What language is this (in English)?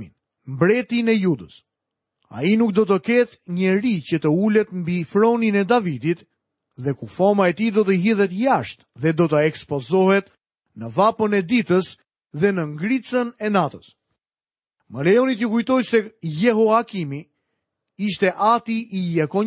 Albanian